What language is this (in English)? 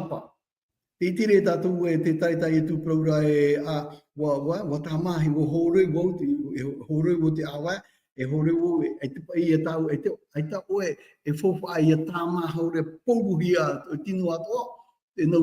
Tahitian